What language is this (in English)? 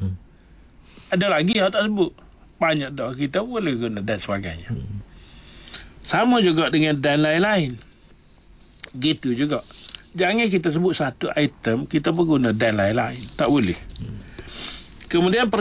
Malay